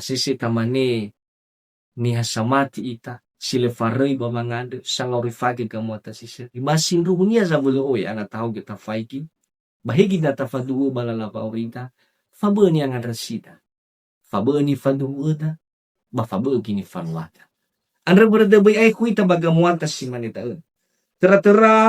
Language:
Nias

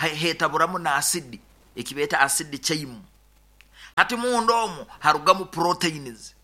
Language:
Nyoro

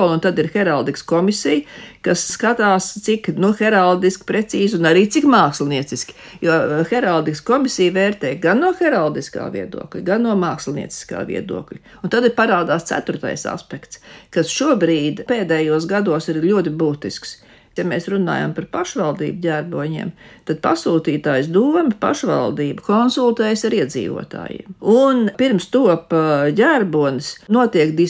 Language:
Latvian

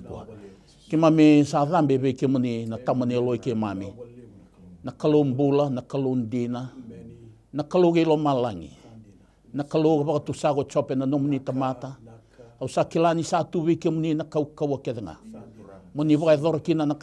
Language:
Fijian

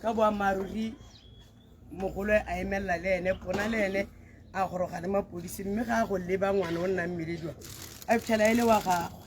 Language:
Tswana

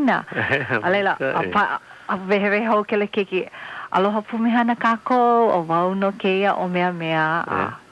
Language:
Hawaiian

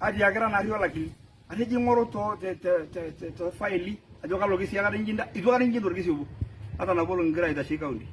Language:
Masai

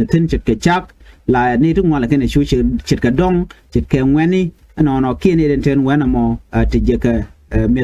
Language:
Nuer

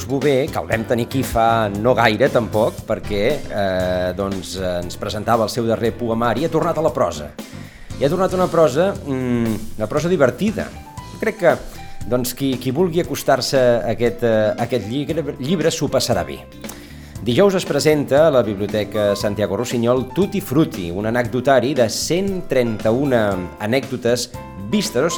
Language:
Catalan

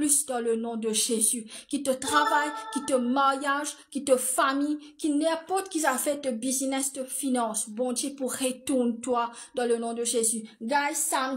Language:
Morisyen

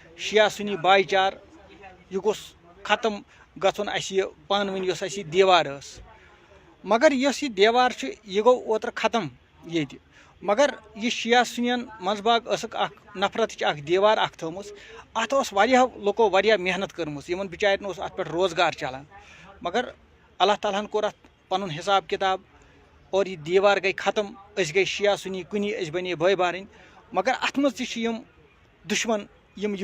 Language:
Kashmiri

